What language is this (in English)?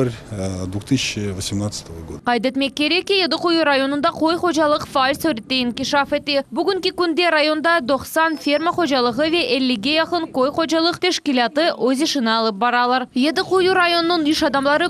Crimean Tatar